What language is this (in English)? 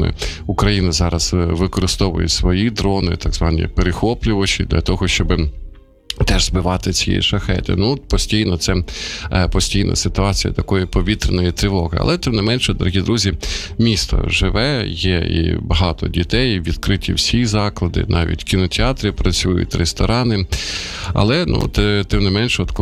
Ukrainian